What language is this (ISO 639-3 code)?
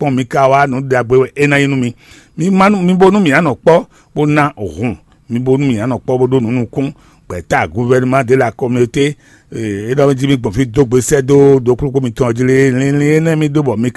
fon